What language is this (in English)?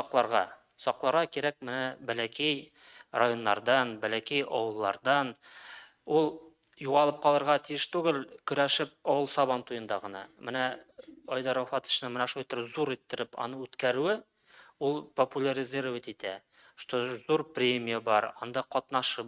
Tatar